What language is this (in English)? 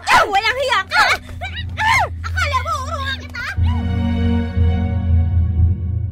Filipino